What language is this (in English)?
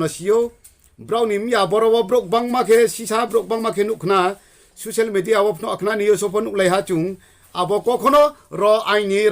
Riang (India)